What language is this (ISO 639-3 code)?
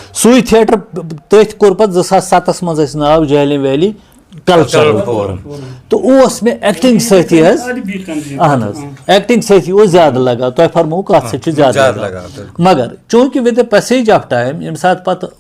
kas